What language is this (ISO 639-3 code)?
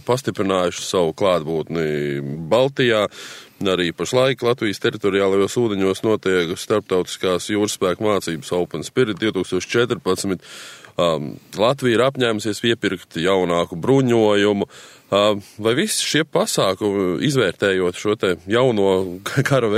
lav